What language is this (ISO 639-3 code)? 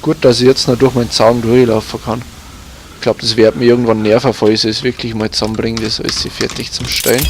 bar